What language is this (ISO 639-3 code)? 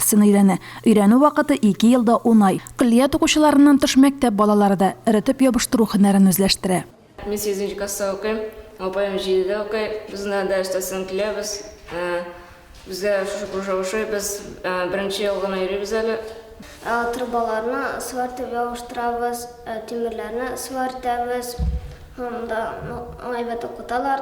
tat